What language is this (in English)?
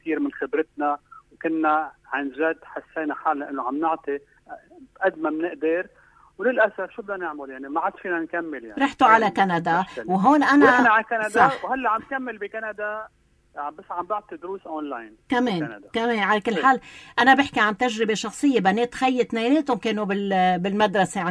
North Levantine Arabic